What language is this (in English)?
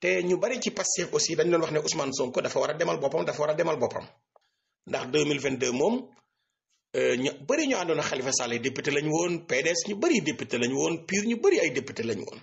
Wolof